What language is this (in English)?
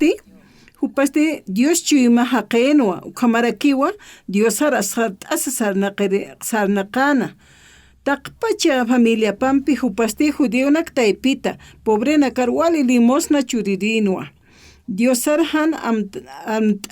Aymara